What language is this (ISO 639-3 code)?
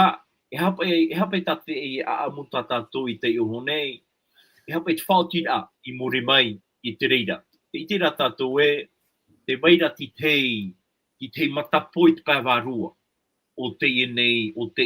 tah